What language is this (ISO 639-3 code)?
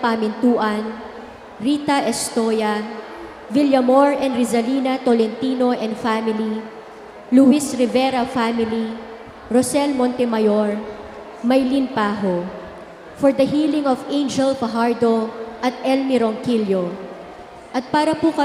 pam